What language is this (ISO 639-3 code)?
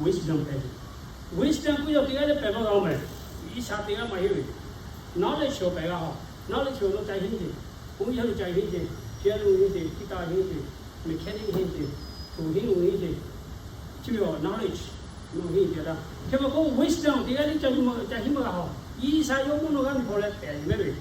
lhu